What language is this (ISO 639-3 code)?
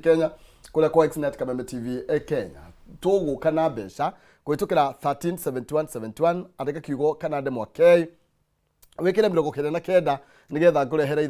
kik